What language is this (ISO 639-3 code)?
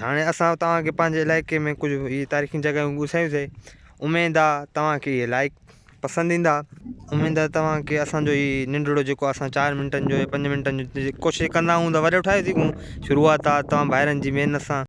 snd